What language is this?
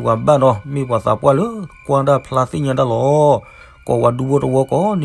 S'gaw Karen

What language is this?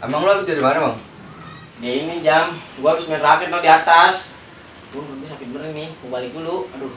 Betawi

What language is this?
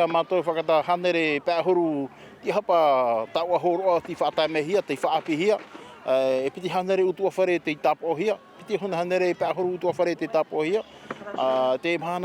Tahitian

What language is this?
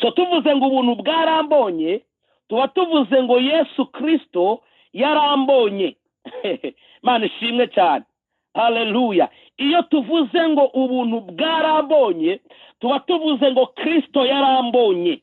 Kinyarwanda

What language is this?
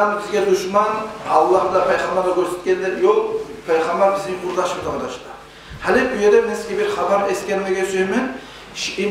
Kumyk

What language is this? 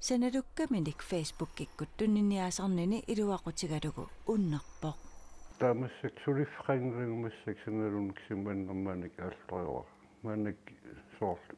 Kalaallisut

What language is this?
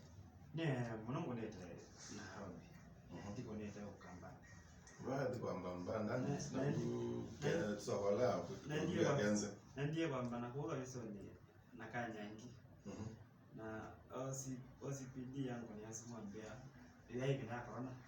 Kamba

